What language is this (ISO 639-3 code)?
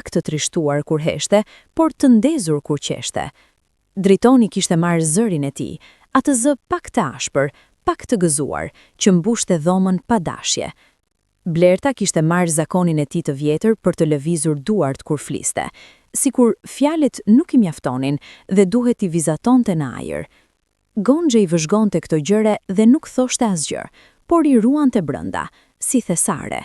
sqi